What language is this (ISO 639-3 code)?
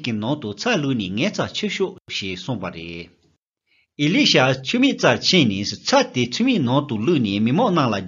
lav